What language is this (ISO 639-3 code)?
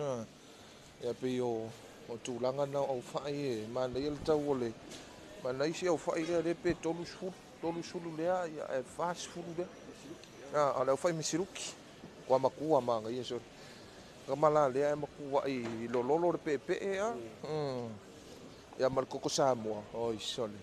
smo